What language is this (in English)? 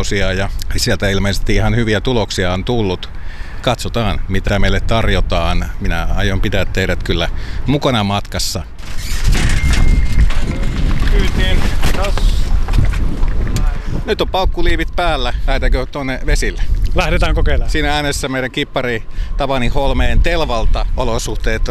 Finnish